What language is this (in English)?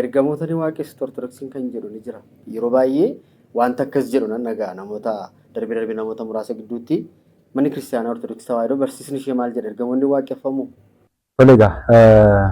Oromo